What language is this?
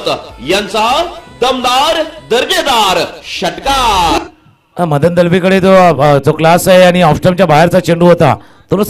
Marathi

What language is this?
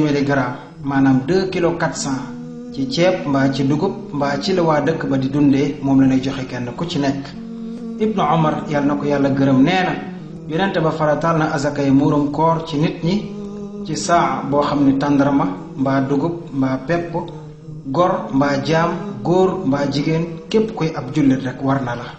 Wolof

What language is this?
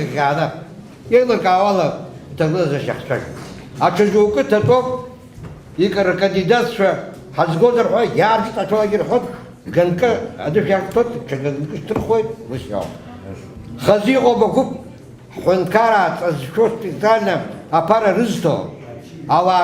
Abkhazian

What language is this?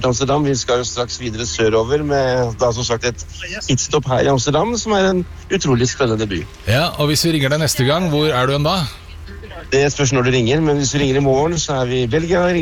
Norwegian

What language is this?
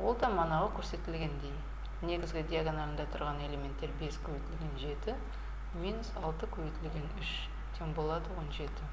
Kazakh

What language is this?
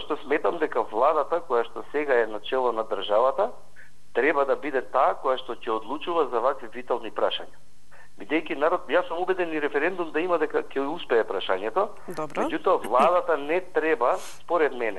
Macedonian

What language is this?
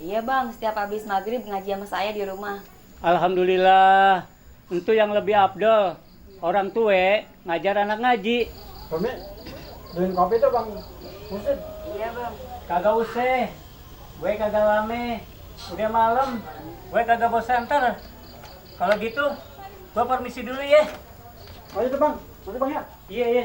Betawi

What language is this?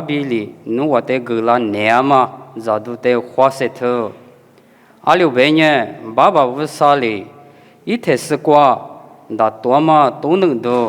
Lisu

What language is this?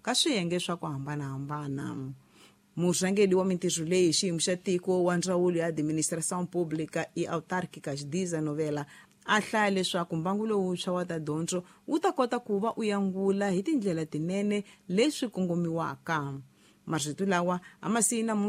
Tsonga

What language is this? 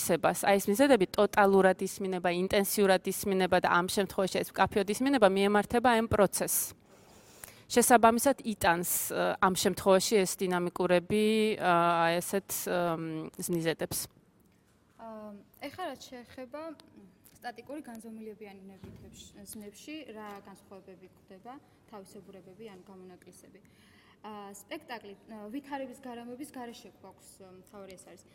Georgian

